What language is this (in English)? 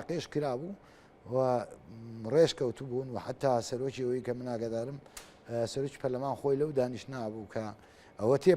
Central Kurdish